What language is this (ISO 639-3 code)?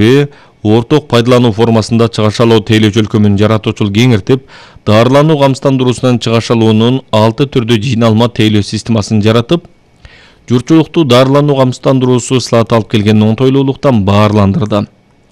kir